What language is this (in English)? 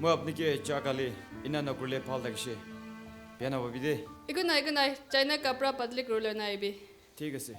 Naga Pidgin